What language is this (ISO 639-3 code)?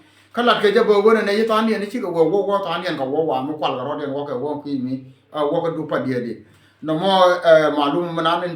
nus